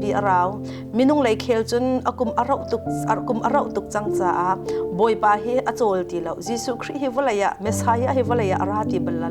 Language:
Hakha Chin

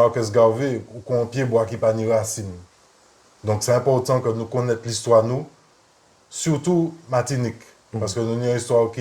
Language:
Guadeloupean Creole French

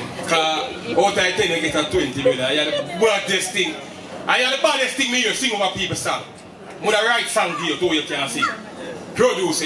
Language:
Jamaican Creole English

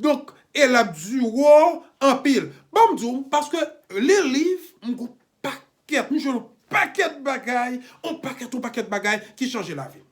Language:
Haitian Creole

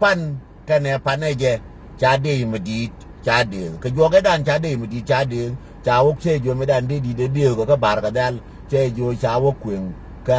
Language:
Nuer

